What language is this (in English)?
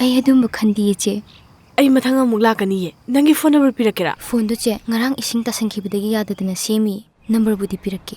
Manipuri